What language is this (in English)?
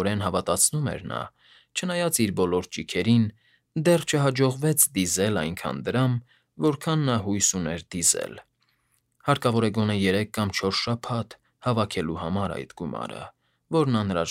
Armenian